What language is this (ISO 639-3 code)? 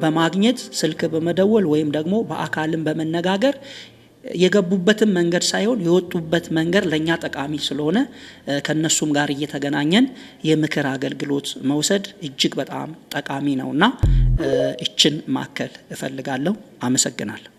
amh